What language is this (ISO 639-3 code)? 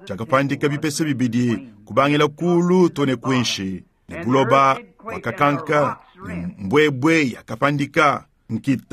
lua